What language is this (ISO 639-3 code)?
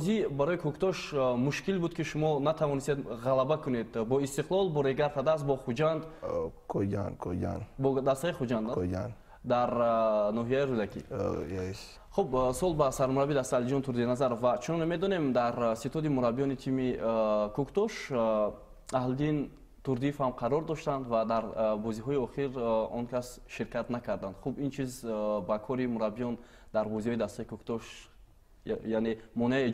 tgk